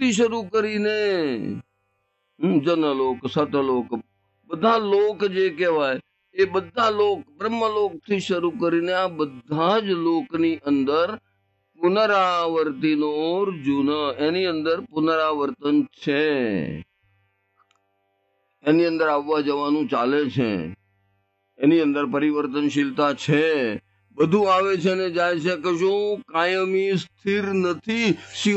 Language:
Gujarati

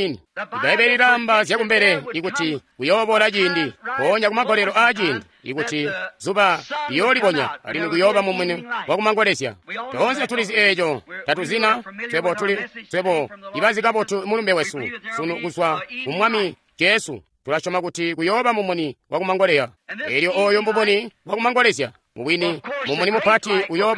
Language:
Tonga (Zambia)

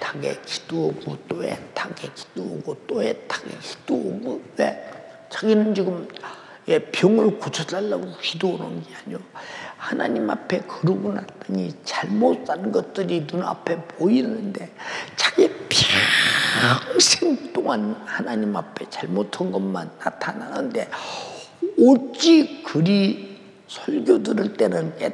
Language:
Korean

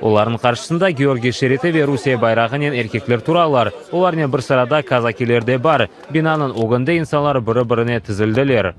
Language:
Crimean Tatar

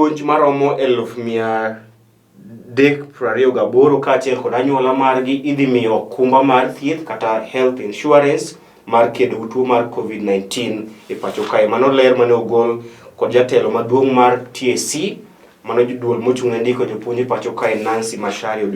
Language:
Luo (Kenya and Tanzania)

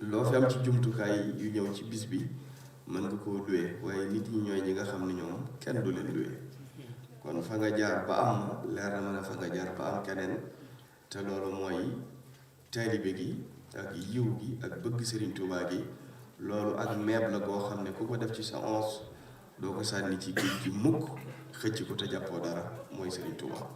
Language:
Wolof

